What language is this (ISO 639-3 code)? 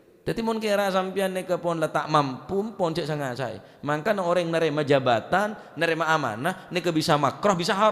mad